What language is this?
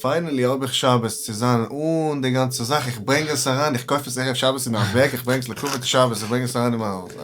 Yiddish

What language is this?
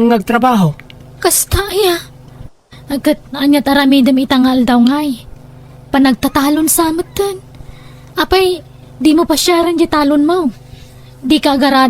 Iloko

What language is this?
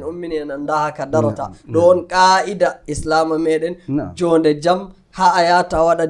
Nigerian Fulfulde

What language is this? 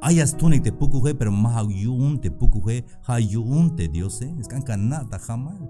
Tzeltal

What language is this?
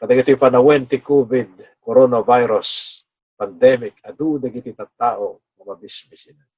Iloko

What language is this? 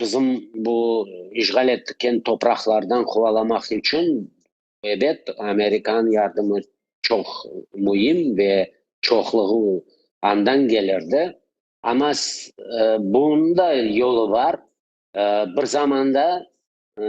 Crimean Tatar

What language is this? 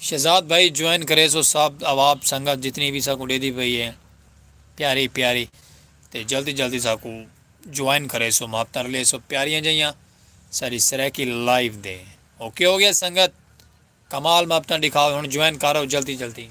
Saraiki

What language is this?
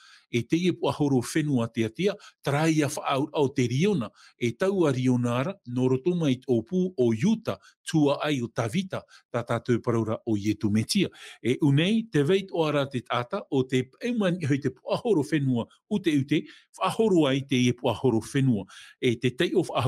Tahitian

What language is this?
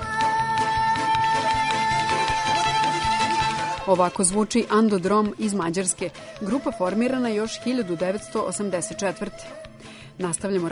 Serbian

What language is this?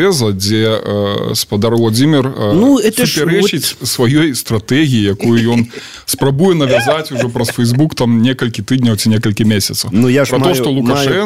Belarusian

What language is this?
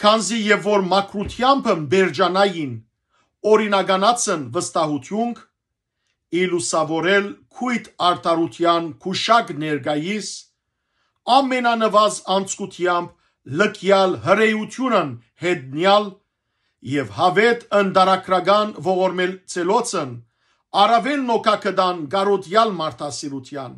Western Armenian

